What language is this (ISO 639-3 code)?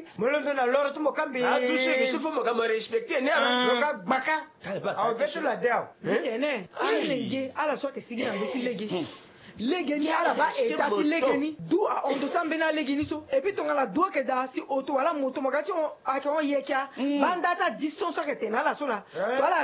sag